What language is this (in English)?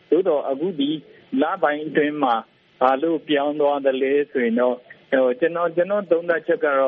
Burmese